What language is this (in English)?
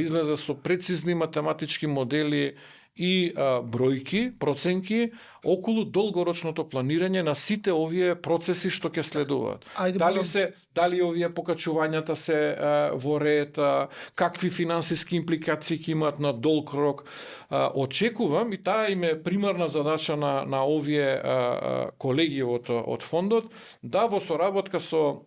Macedonian